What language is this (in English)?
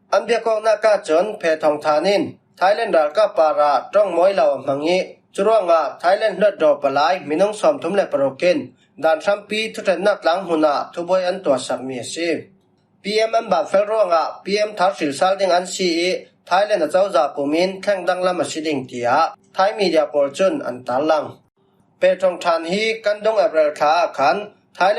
Falam Chin